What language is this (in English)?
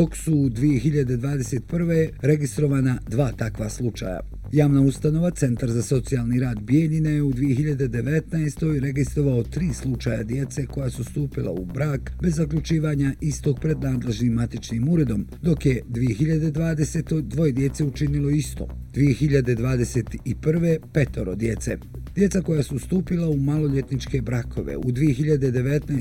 Bosnian